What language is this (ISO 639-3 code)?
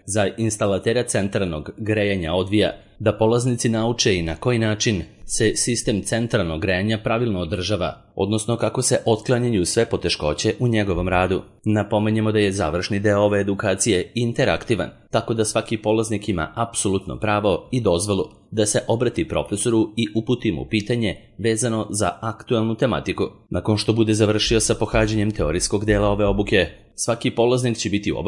srp